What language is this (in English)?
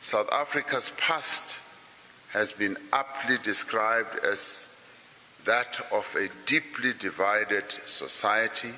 English